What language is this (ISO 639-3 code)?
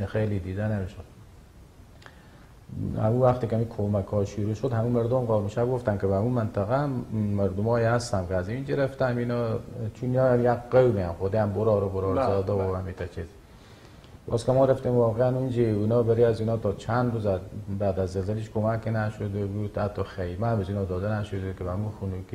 fas